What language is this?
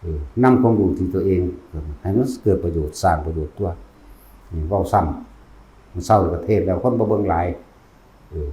Northeastern Thai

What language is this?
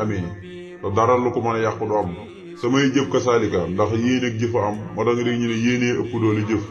Wolof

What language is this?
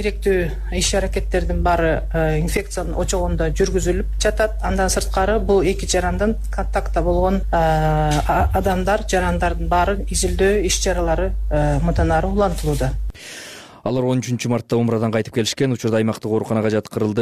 Kyrgyz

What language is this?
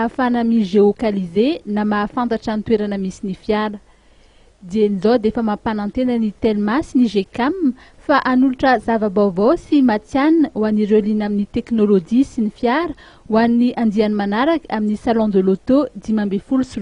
Malagasy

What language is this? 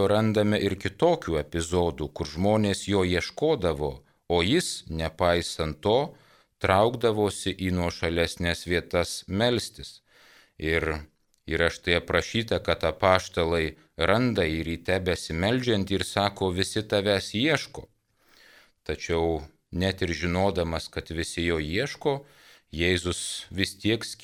Lithuanian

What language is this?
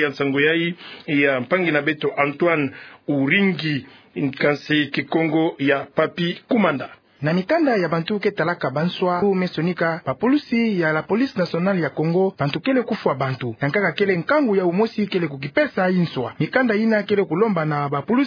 Kituba (Democratic Republic of Congo)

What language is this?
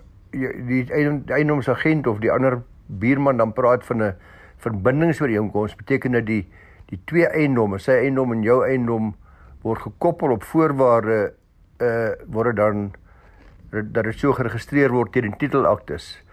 Afrikaans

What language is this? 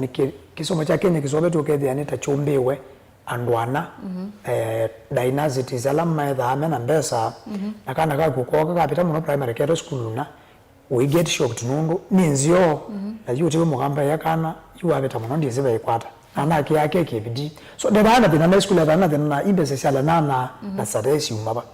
Kamba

